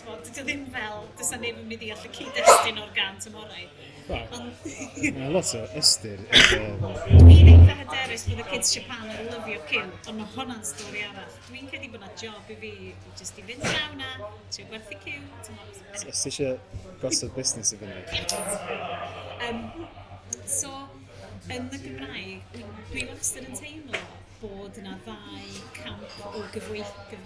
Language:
Welsh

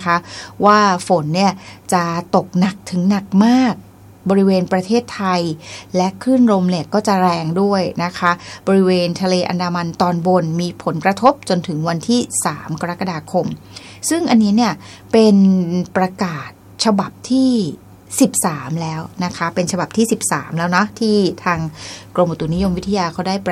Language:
Thai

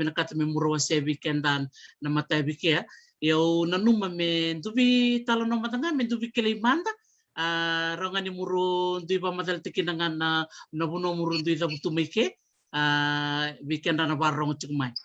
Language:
Fijian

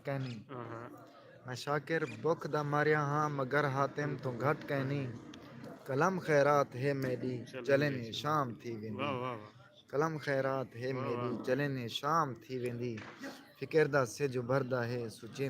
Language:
Saraiki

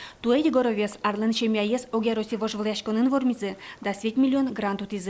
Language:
Udmurt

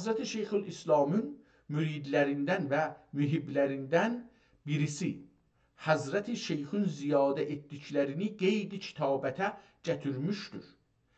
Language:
South Azerbaijani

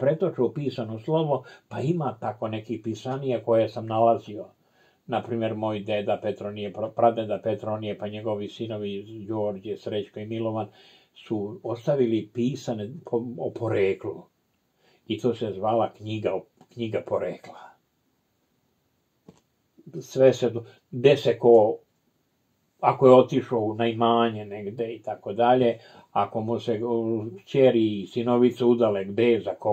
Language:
Serbian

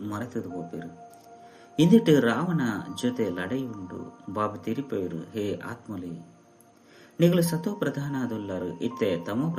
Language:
Tulu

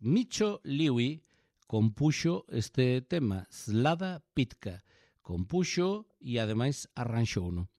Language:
Galician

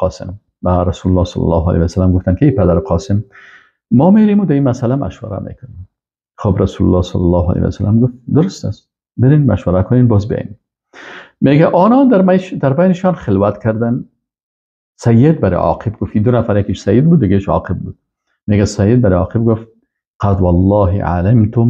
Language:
Persian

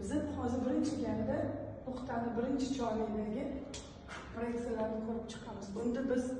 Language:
Uzbek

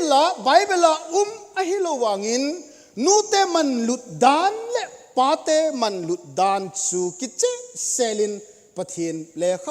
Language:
Thado Chin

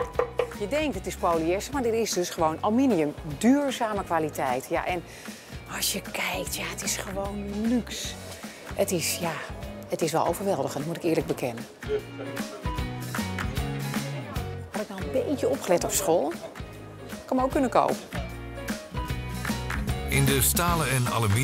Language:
Dutch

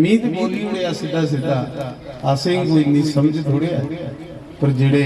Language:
Dogri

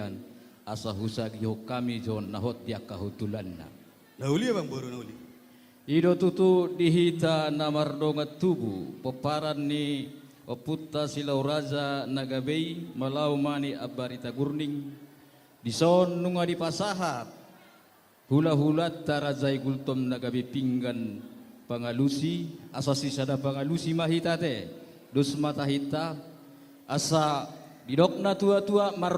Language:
Batak Toba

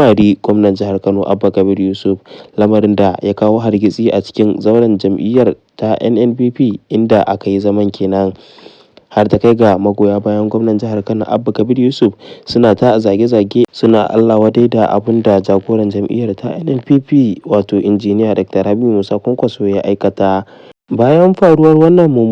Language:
Hausa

